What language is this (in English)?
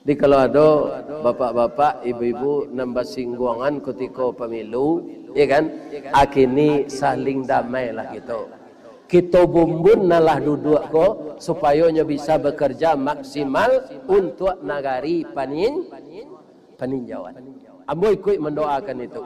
Minangkabau